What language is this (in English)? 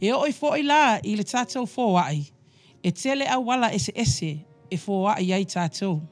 Samoan